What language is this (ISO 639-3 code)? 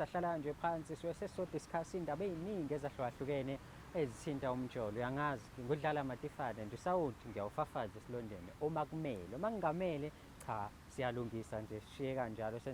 zul